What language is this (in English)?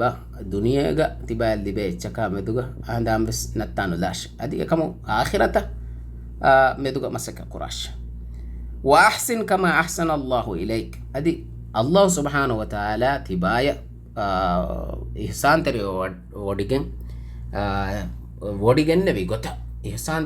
Divehi